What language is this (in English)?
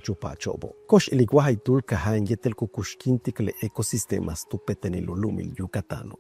Yucateco